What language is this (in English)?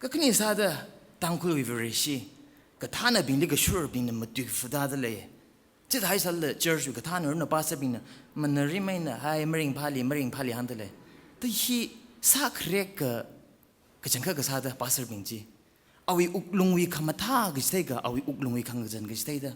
Tangkhul Naga (India)